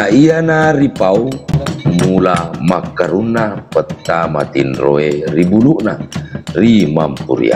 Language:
Buginese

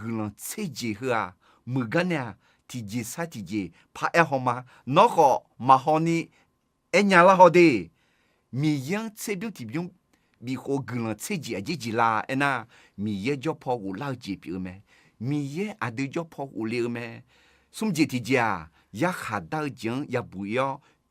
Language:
Akha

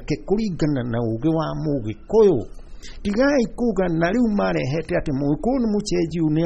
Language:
Kikuyu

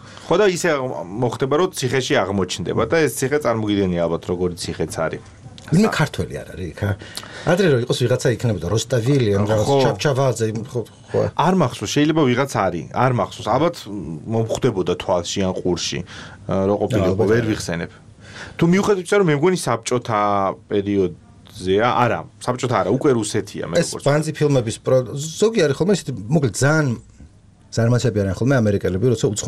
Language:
Georgian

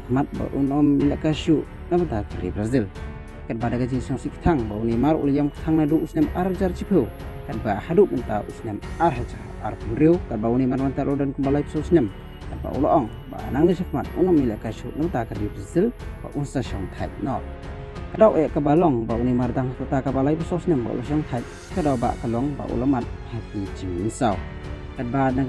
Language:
Khasi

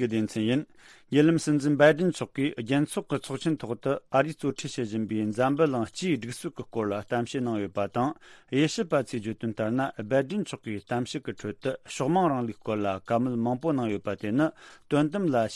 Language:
Tibetan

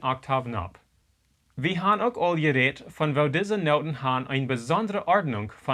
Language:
Plautdietsch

